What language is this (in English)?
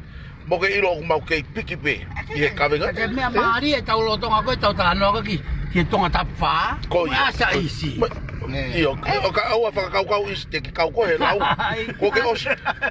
Tongan